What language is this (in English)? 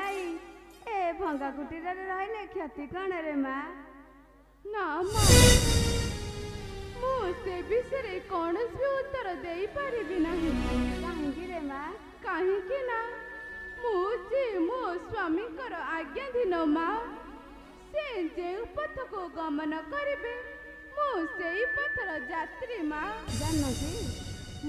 Odia